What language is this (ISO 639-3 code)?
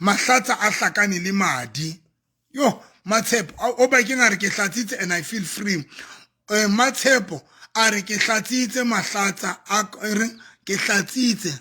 sot